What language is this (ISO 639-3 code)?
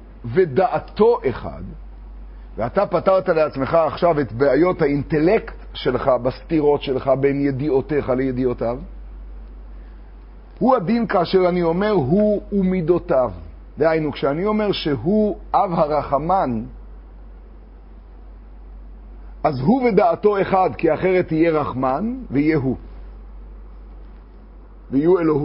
heb